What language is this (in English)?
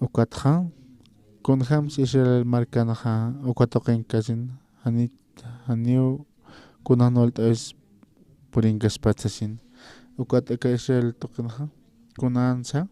Aymara